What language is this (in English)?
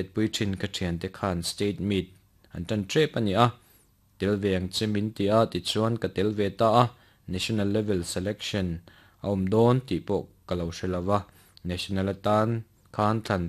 Mizo